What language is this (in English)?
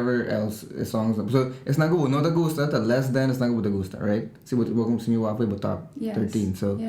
Papiamento